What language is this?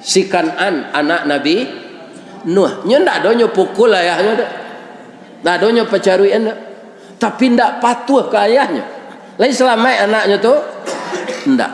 Minangkabau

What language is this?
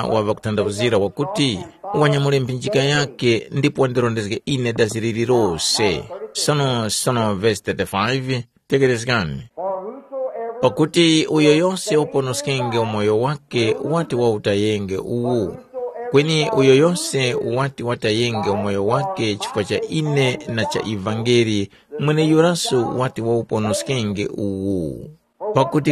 Tumbuka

